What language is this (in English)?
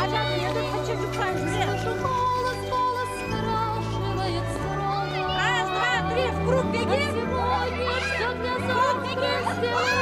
Chuvash